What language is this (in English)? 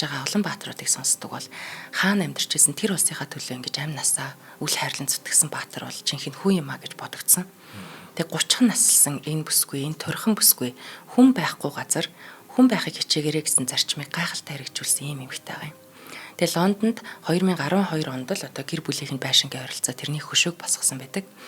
Mongolian